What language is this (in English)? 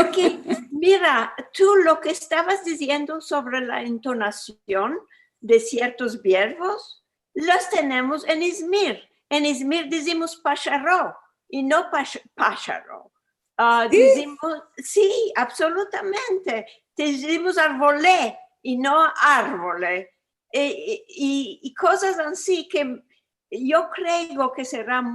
Ladino